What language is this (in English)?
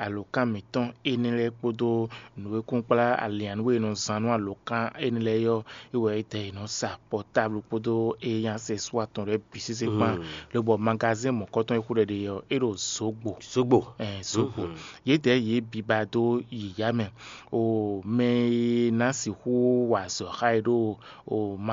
Fon